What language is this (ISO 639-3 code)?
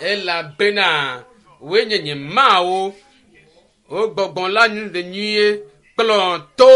ewe